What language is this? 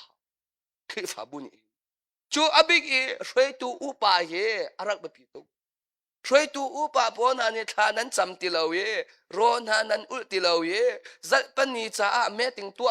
Hakha Chin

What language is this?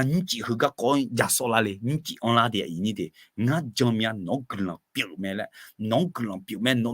Akha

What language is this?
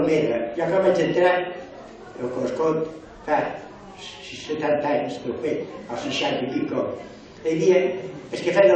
Catalan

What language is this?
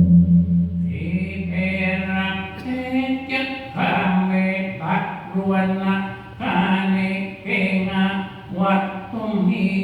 Pali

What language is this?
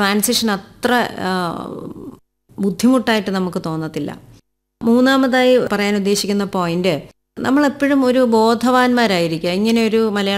Malayalam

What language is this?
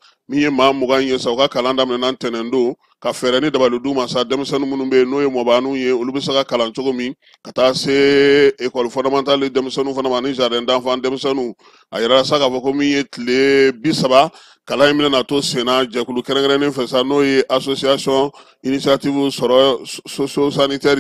Bambara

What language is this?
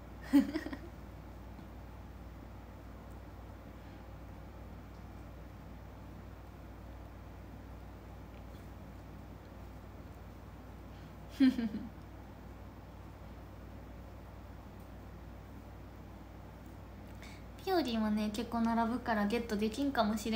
Japanese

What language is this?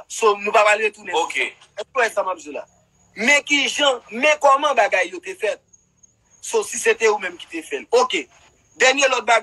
Haitian Creole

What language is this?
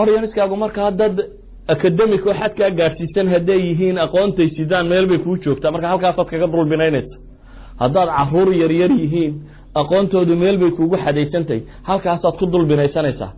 Somali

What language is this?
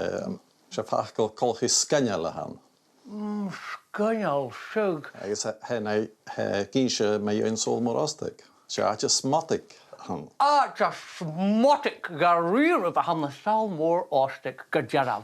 Scottish Gaelic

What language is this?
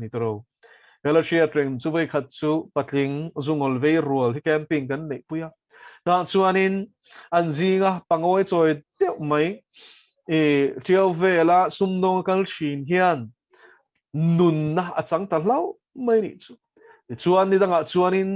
Mizo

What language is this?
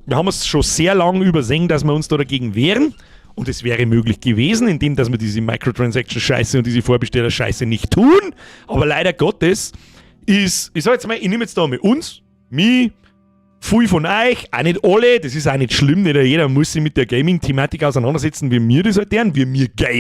Bavarian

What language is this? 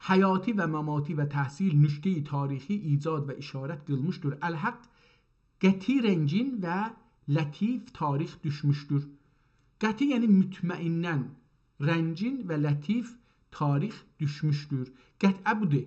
South Azerbaijani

